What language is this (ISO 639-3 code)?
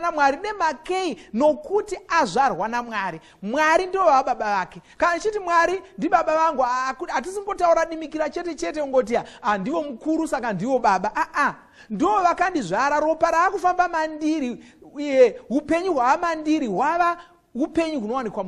sna